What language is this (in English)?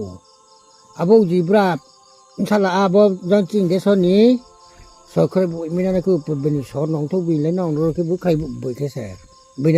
Riang (India)